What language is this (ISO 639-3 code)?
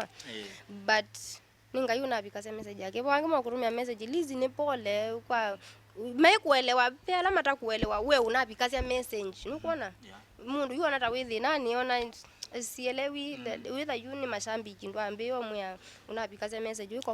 kam